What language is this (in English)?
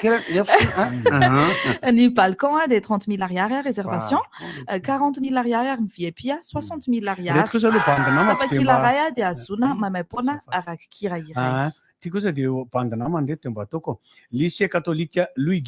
Malagasy